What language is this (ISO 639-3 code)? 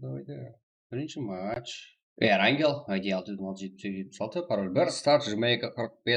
kaa